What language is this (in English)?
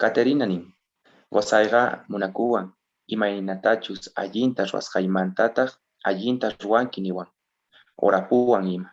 South Bolivian Quechua